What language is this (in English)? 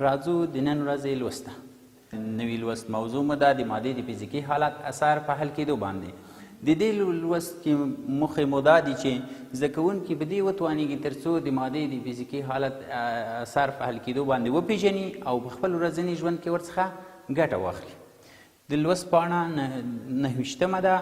Pashto